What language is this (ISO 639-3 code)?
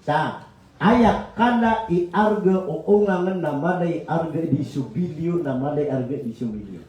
mrw